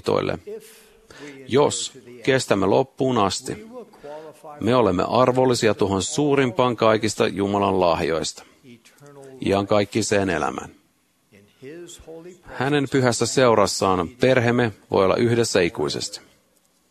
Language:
Finnish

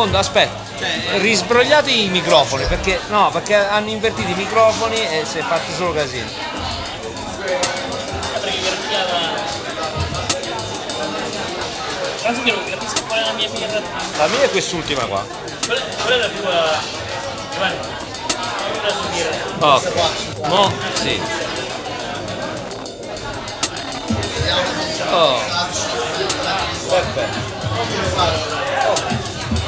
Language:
Italian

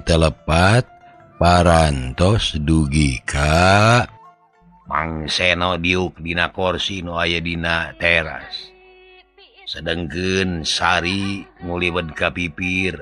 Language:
Sundanese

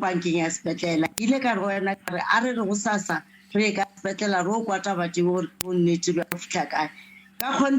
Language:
Northern Sotho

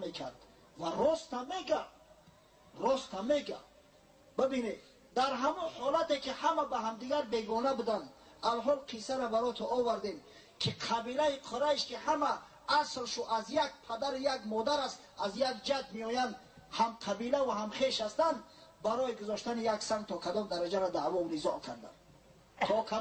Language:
Tajik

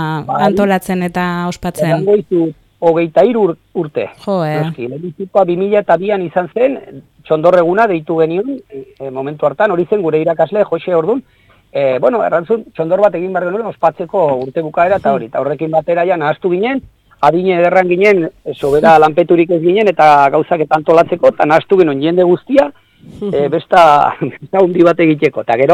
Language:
Basque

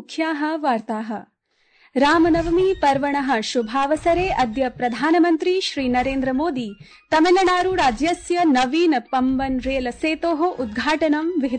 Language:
Sanskrit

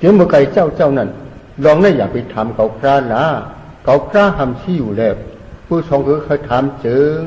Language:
Shan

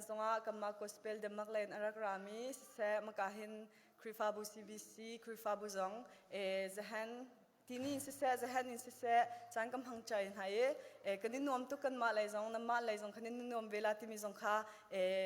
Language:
Hakha Chin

